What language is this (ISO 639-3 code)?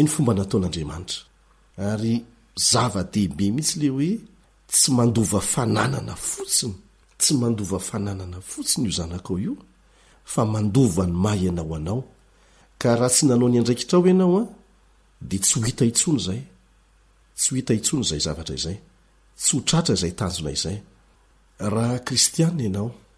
mlg